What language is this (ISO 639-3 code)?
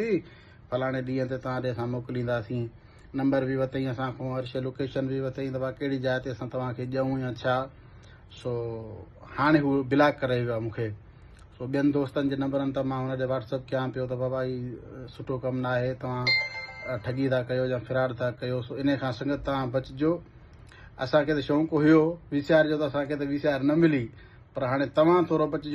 snd